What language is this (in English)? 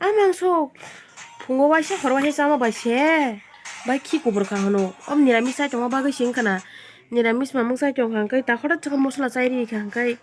Kok Borok